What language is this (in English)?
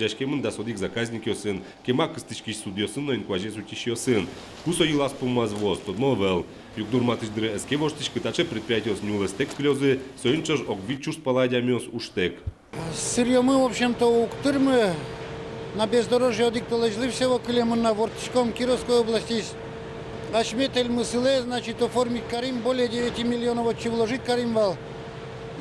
Udmurt